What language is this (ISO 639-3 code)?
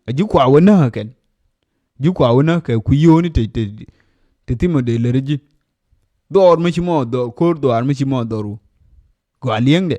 nus